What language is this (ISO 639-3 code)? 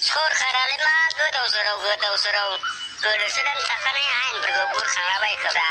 brx